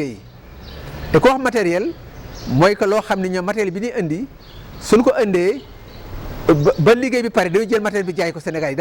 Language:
Wolof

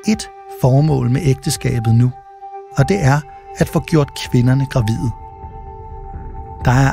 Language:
Danish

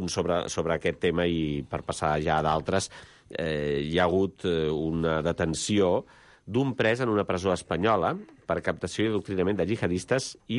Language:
Catalan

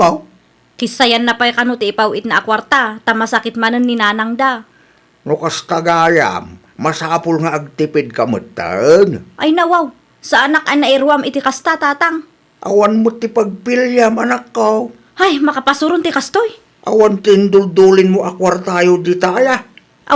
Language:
Iloko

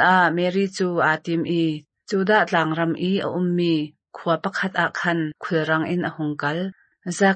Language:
Hakha Chin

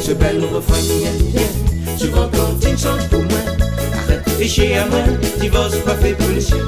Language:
Réunion Creole French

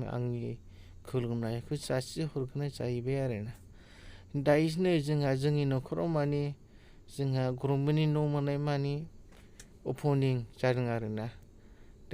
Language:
Bodo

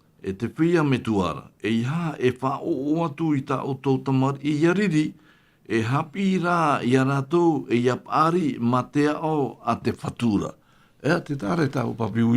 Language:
Tahitian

